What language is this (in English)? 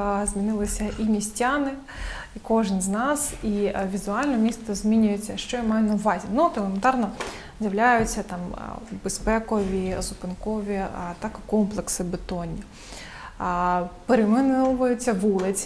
Ukrainian